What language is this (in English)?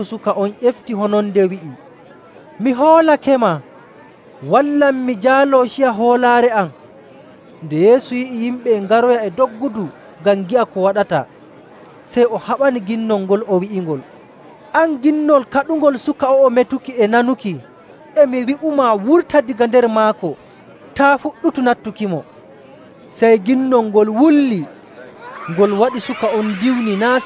Nigerian Fulfulde